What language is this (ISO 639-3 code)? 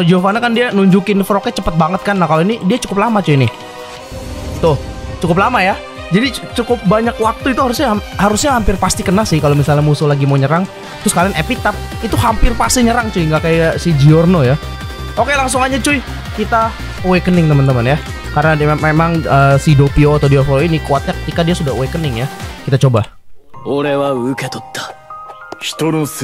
ind